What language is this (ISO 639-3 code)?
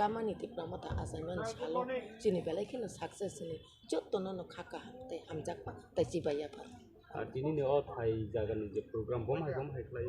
trp